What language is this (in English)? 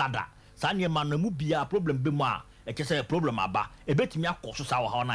Akan